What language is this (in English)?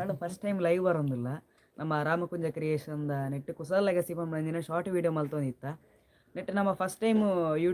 Tulu